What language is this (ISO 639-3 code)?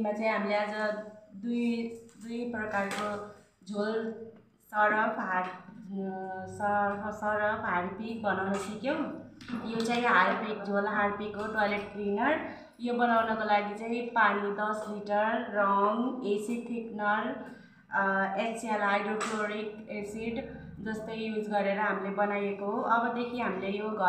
nep